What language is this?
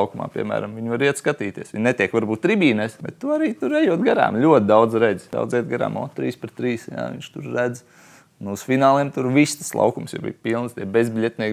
Latvian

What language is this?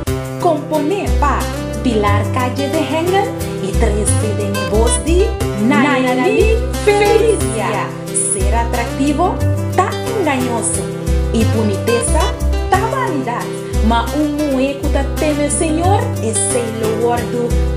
Papiamento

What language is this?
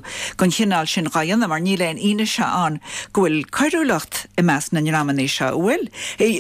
Irish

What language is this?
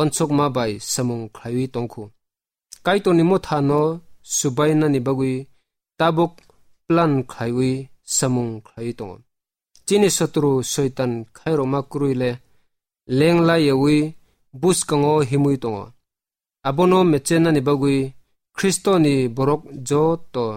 Kok Borok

